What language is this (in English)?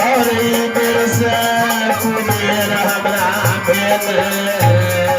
Maithili